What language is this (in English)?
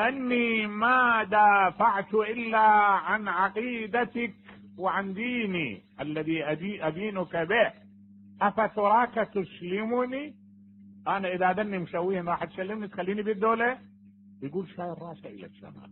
Mesopotamian Arabic